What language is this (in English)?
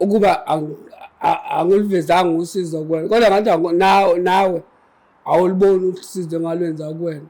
Zulu